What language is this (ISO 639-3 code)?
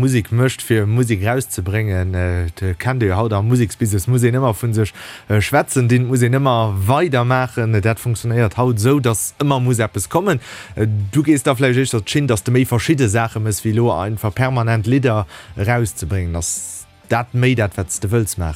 ltz